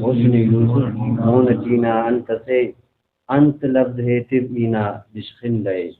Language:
Brahui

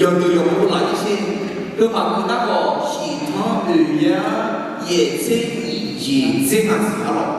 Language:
Akha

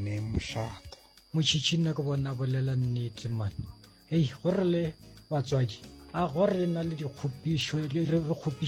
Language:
Northern Sotho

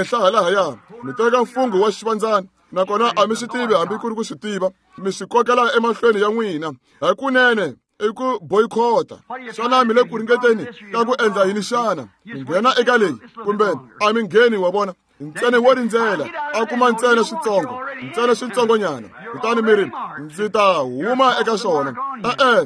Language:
Tsonga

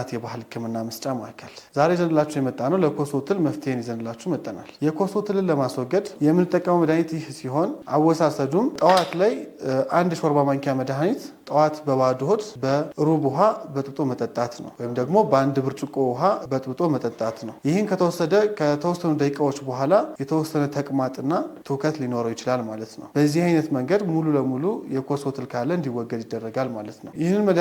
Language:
Amharic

